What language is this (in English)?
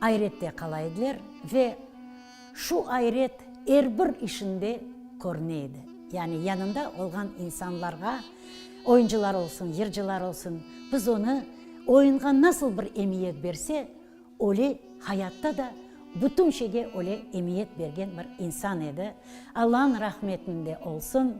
Crimean Tatar